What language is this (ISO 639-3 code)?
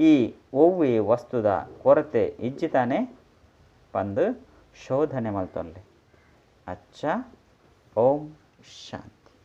tcy